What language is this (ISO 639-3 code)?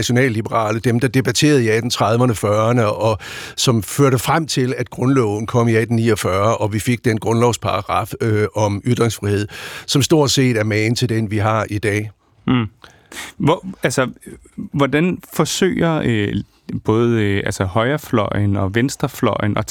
dan